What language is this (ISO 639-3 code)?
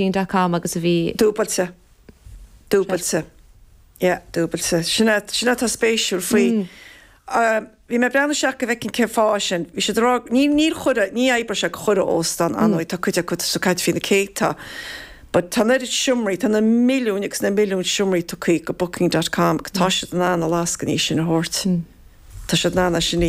gle